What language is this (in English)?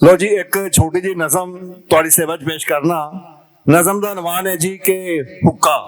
Western Panjabi